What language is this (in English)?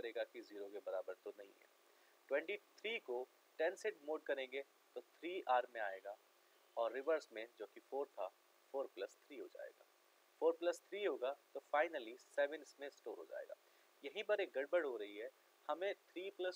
Hindi